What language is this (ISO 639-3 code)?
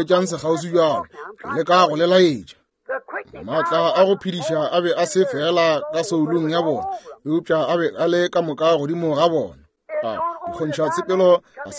nso